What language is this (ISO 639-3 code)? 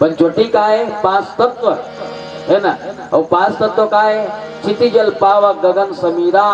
hne